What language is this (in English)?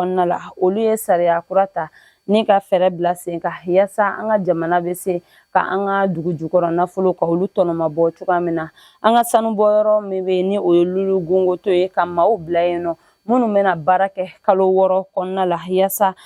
Bambara